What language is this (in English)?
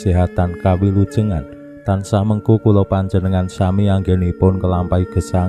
Javanese